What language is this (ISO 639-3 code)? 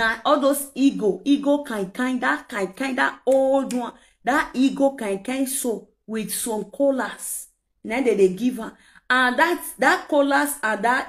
pcm